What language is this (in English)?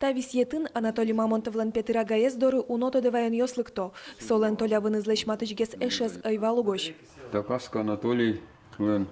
Udmurt